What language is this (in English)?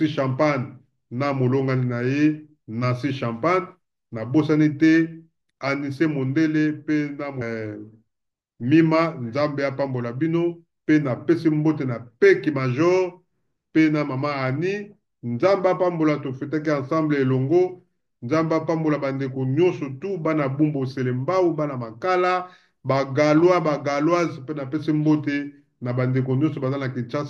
Lingala